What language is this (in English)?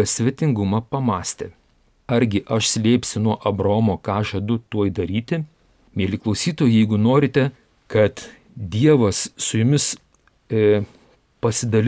Lithuanian